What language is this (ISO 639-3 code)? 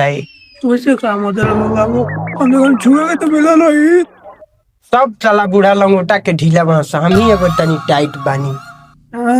bho